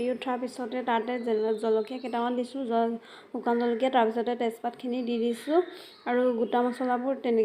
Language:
Assamese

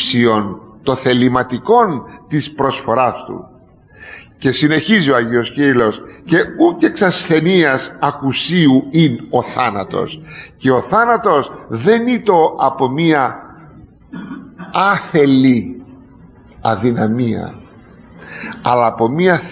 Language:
Greek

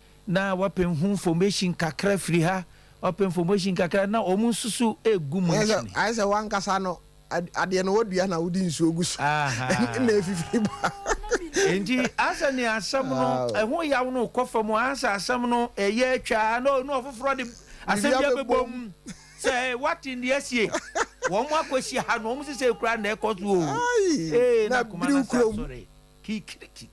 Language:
Akan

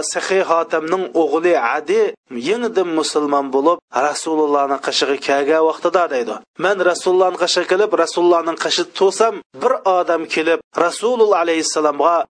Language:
Uyghur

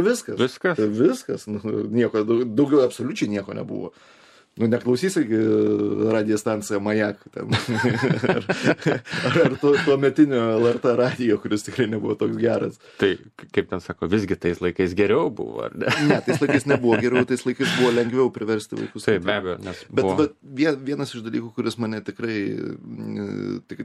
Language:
Lithuanian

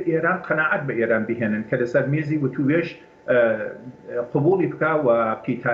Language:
Central Kurdish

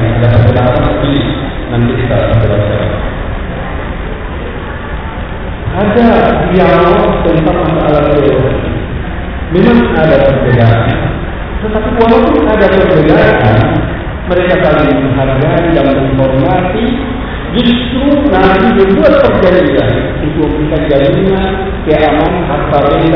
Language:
Indonesian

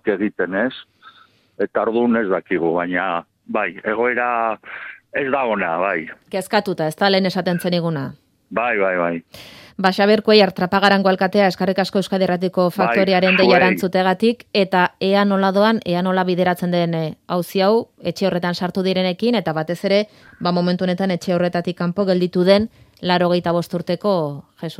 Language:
Basque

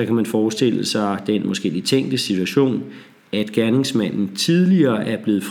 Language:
Danish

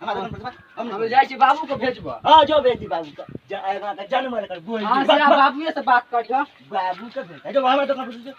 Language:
Maithili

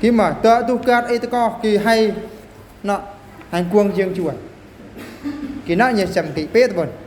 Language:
Eastern Bru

